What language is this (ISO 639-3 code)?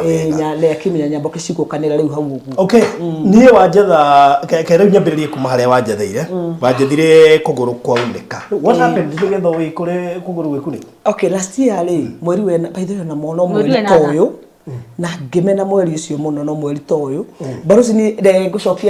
kik